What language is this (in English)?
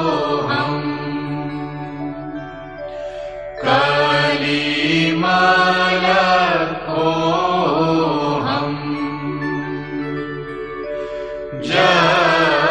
Tamil